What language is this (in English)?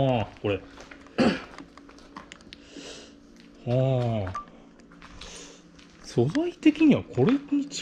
Japanese